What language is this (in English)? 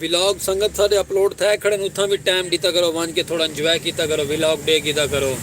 Saraiki